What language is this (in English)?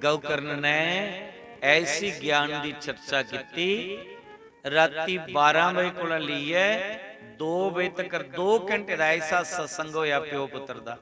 Dogri